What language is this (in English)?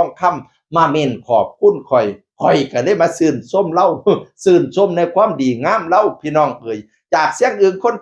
Northeastern Thai